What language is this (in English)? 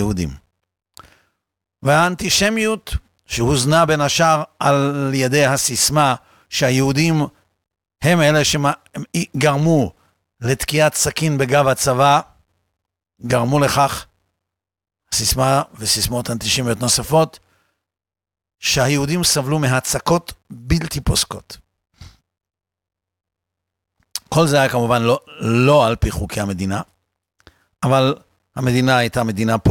Hebrew